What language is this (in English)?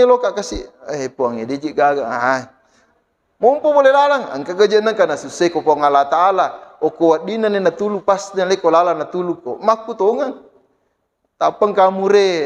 Buginese